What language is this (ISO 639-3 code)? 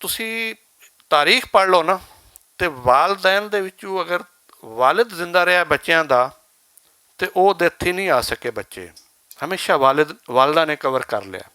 lah